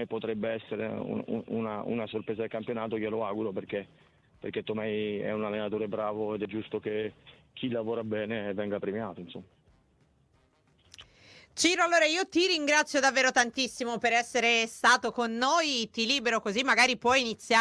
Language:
Italian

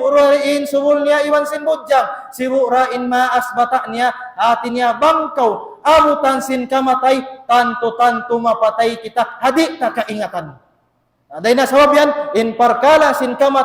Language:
Tausug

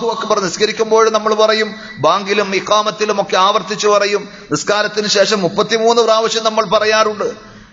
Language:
Malayalam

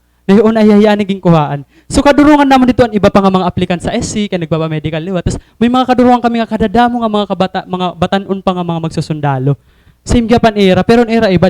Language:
Waray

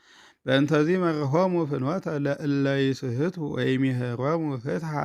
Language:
Geez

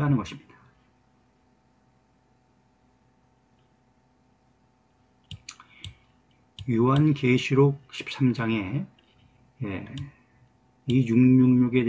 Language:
Korean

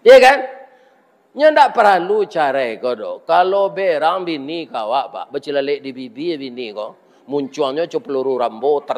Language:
Minangkabau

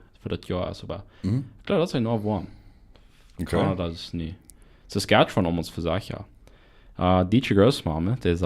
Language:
Plautdietsch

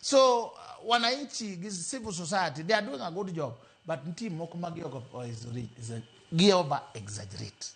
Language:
Luo (Kenya and Tanzania)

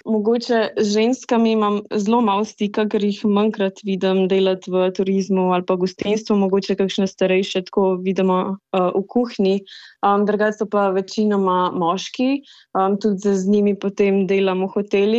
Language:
Slovenian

